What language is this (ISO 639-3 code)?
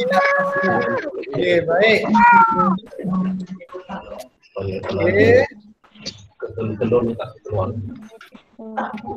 msa